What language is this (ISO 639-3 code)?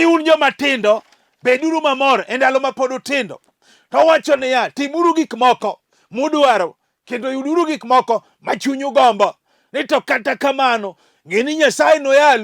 luo